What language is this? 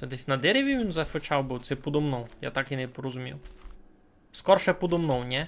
Rusyn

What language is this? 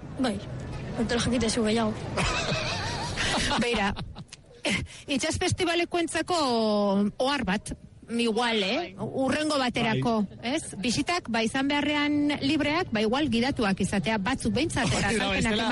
Basque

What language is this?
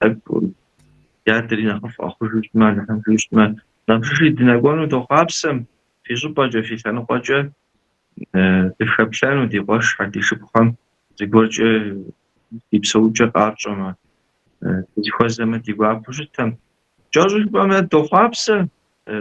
Kabardian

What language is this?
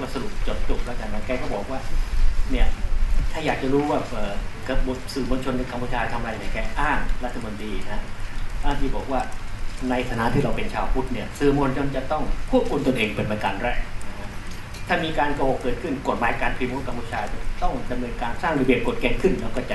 Thai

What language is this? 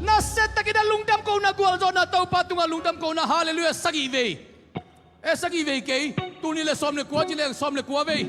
Tedim Chin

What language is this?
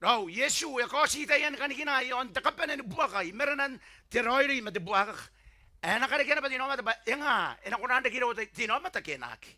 Gilbertese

